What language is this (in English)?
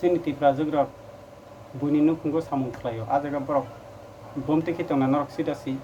Kok Borok